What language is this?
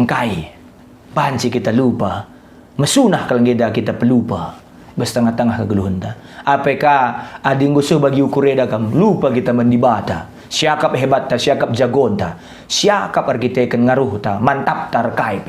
Batak Karo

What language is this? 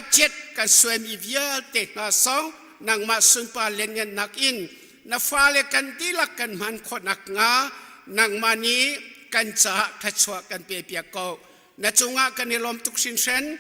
Hakha Chin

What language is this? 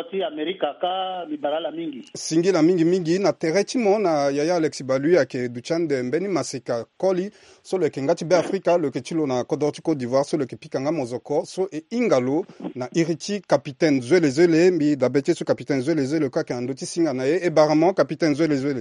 Sango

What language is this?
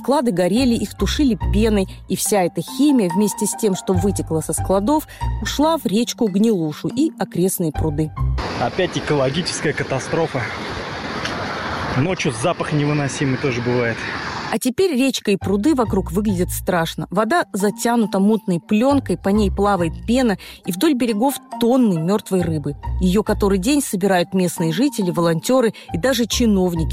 Russian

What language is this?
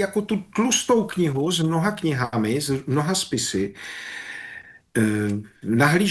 Czech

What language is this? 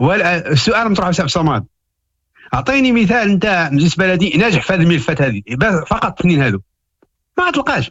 Moroccan Arabic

